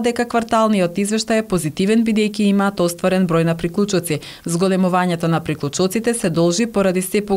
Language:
Macedonian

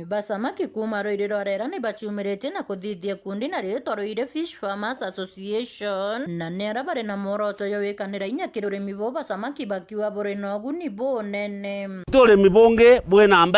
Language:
Meru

